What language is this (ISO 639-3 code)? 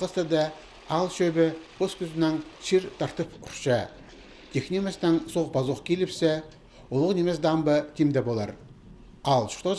kjh